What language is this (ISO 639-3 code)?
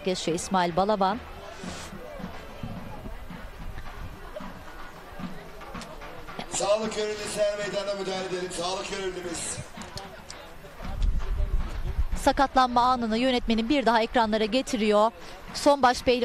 tur